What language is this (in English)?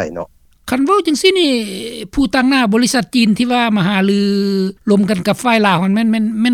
Lao